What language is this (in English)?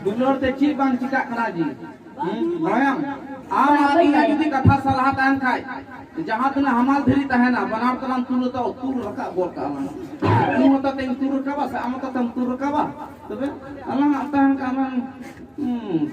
Santali